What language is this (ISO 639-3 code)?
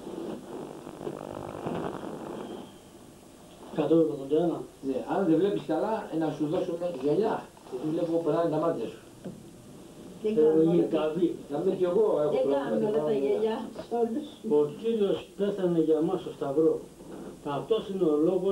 ell